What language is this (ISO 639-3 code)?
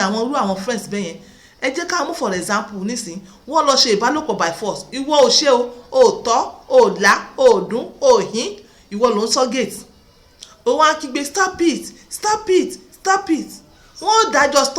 yor